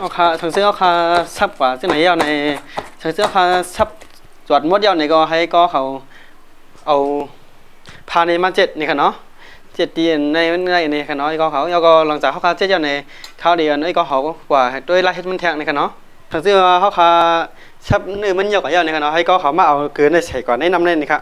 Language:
Shan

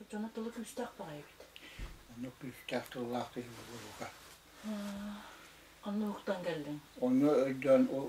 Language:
Yakut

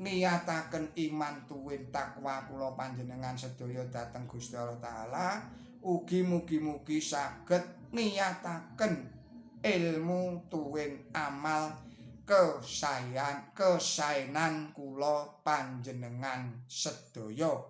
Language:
Javanese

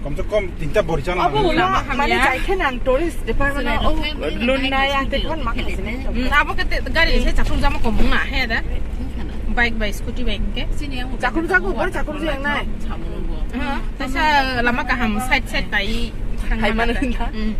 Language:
Kok Borok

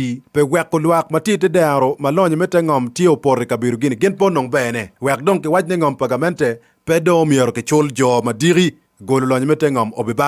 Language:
Acoli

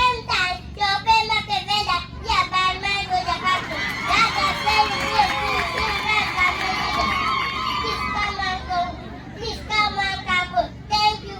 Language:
Acoli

